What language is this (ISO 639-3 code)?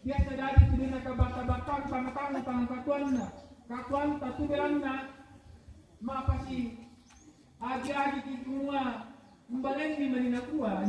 sda